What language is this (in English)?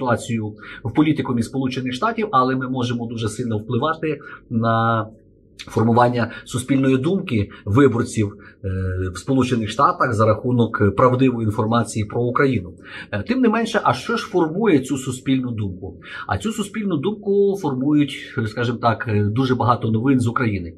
Ukrainian